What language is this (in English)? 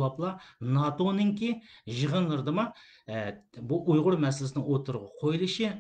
Uyghur